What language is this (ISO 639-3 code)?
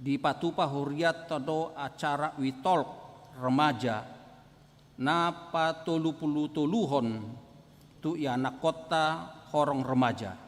bbc